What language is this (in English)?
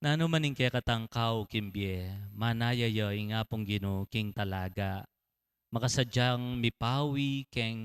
Pampanga